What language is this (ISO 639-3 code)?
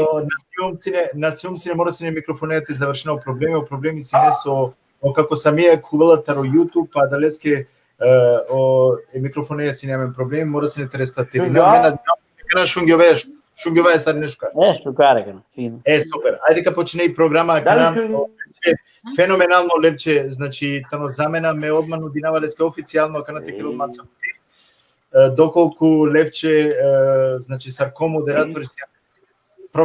rmn